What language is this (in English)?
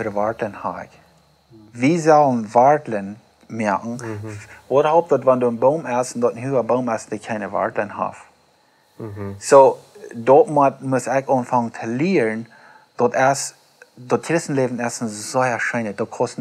Plautdietsch